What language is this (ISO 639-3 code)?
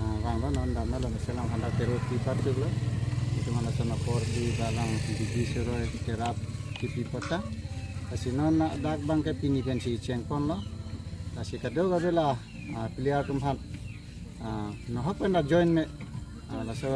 mjw